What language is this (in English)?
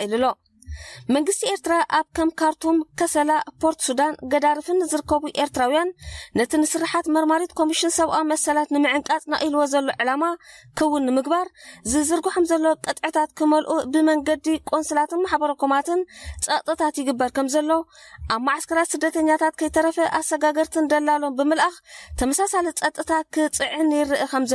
Tigrinya